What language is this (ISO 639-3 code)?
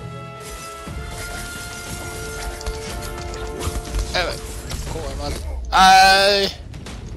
jpn